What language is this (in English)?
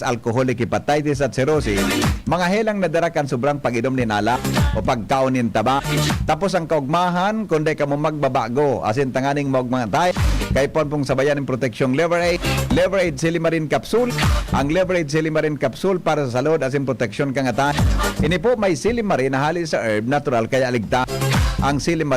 Bikol